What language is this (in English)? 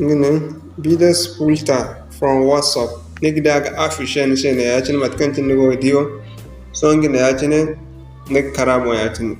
Zarma